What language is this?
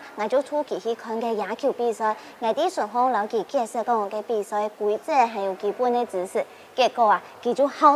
Hakka Chinese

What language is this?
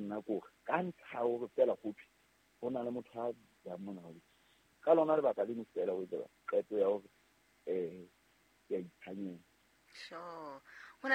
Southern Sotho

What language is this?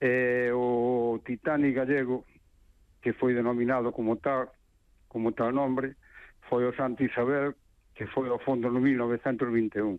Galician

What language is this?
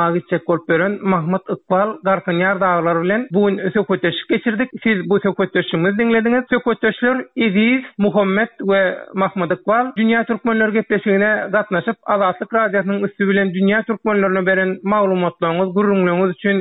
Turkmen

